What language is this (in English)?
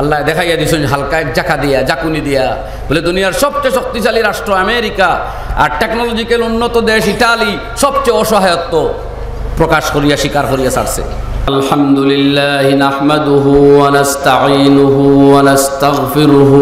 Sylheti